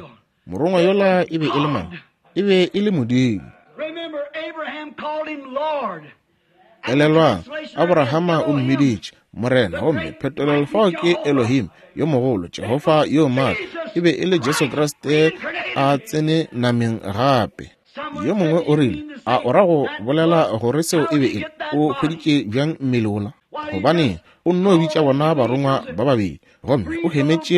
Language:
Northern Sotho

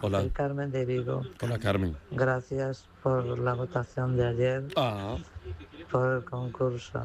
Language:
Galician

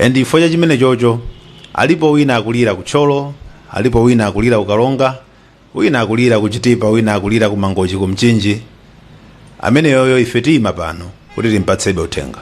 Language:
Nyanja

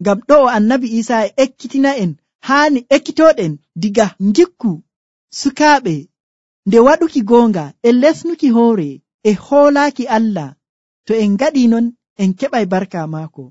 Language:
Nigerian Fulfulde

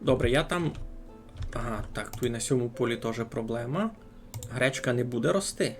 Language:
Rusyn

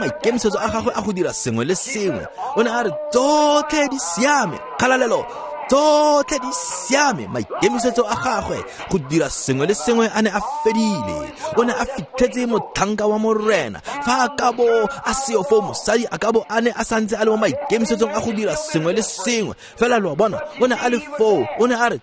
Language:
Tswana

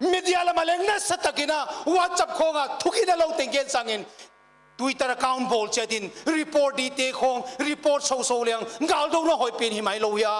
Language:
Paite Chin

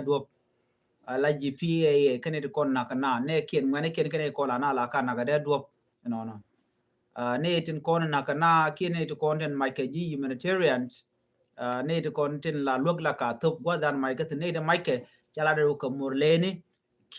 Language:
Nuer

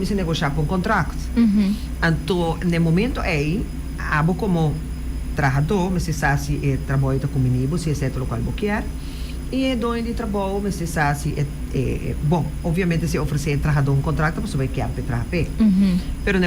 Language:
Papiamento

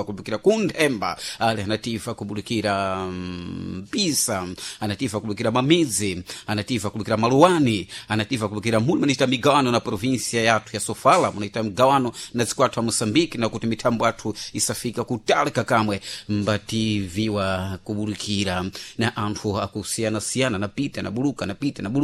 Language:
Sena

